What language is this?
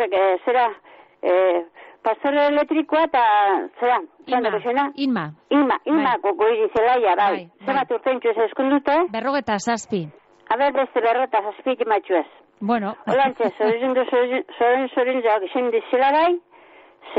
Basque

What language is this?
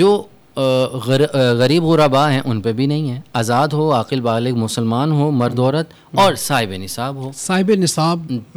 Urdu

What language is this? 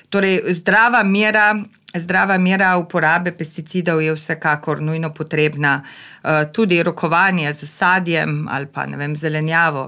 Slovenian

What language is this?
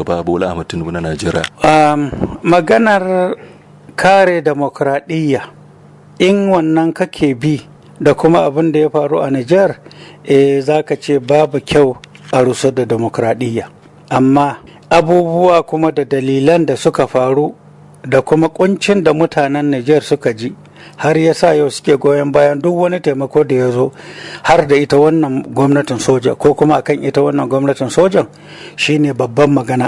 Hausa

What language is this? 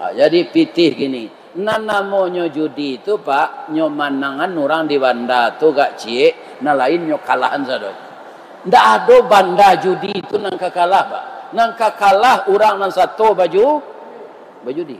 Minangkabau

